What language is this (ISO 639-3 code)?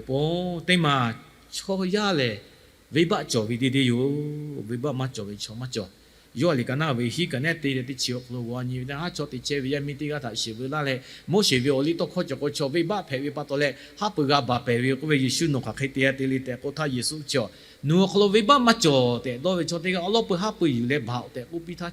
lhu